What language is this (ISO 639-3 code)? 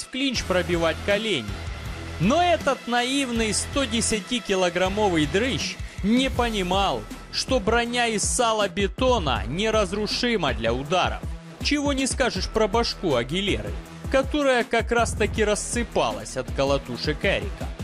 rus